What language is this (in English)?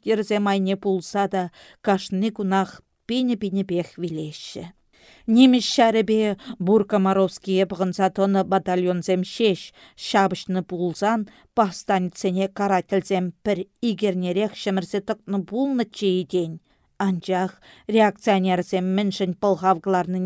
Chuvash